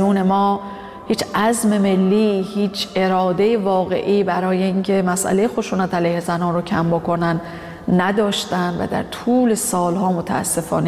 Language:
Persian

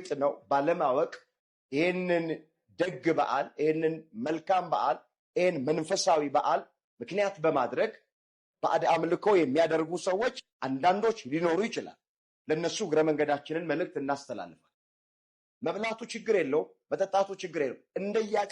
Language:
Amharic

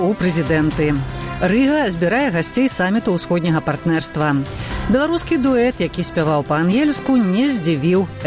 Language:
Belarusian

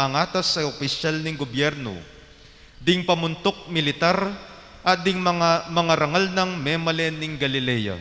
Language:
Pampanga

